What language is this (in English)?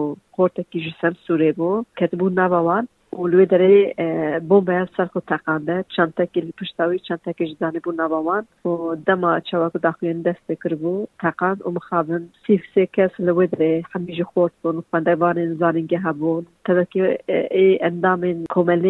Kurdish